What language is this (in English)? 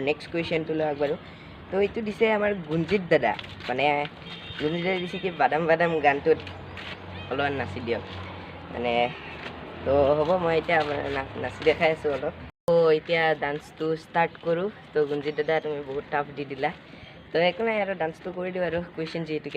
Assamese